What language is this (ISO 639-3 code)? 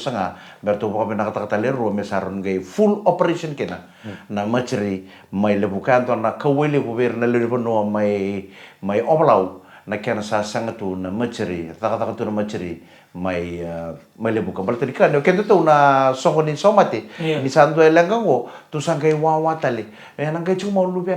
fij